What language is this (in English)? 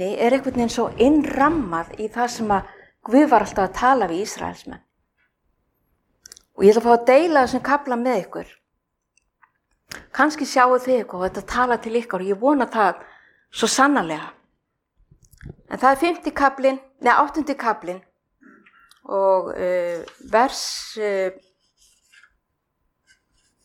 Icelandic